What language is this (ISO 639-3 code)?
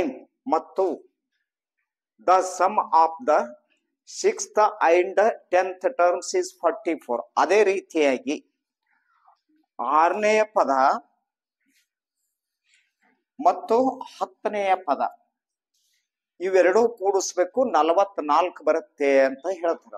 kan